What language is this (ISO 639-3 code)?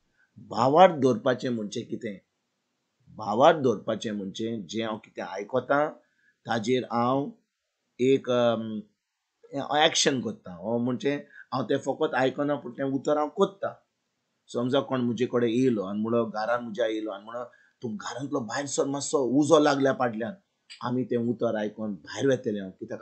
kok